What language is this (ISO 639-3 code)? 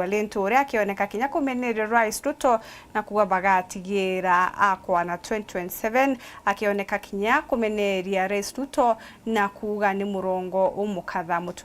mer